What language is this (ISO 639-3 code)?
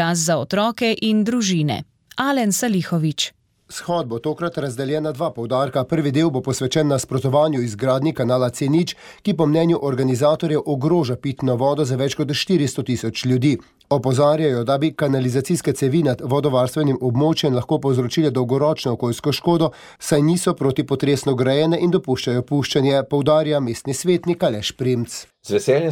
slv